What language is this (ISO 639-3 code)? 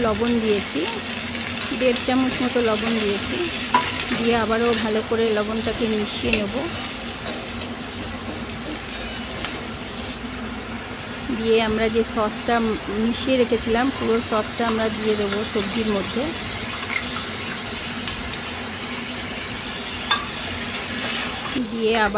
ben